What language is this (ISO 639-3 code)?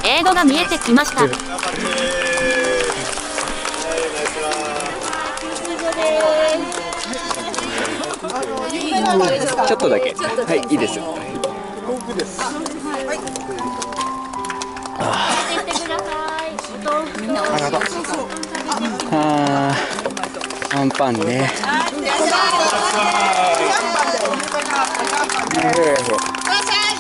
jpn